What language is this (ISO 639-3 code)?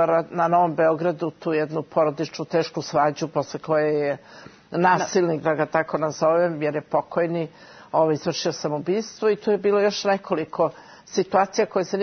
srp